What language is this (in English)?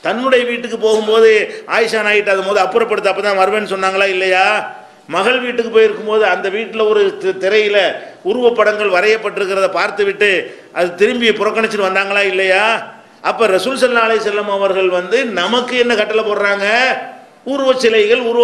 Tamil